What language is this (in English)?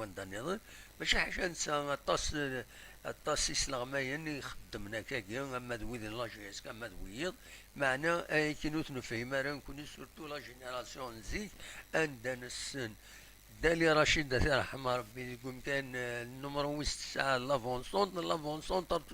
Kabyle